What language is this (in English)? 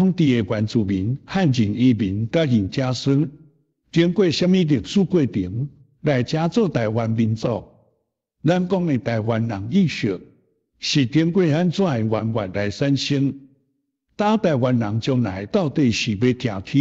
Min Nan Chinese